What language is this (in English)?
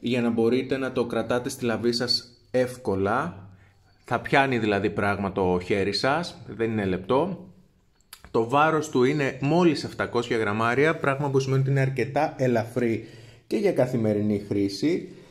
Greek